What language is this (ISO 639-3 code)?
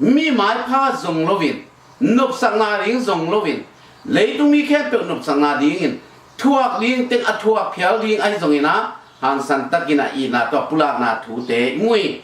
ctd